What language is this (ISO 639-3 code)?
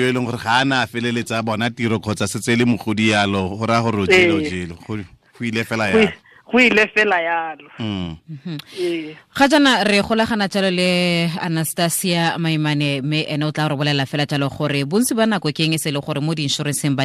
tsn